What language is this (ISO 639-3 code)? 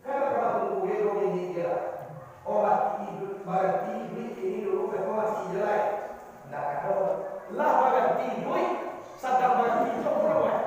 min